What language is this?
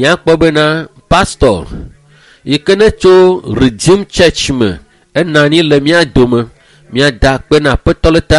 Ewe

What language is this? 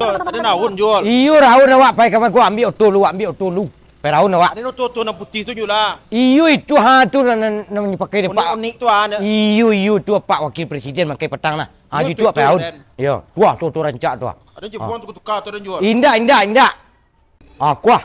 Minangkabau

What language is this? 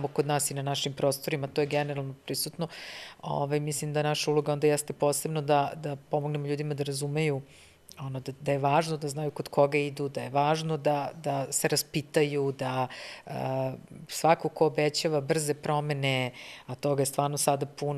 Serbian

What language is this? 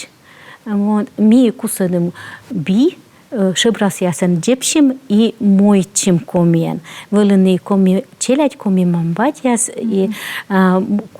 Komi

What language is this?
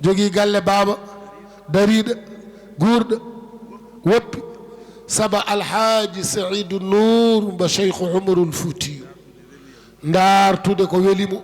Fula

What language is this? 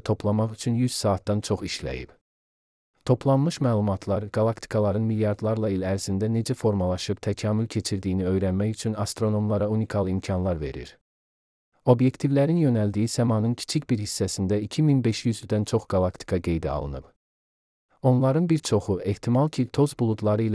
Azerbaijani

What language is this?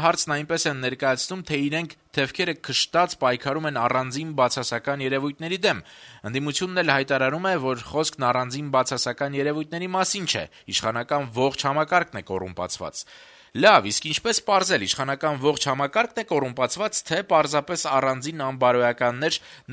Armenian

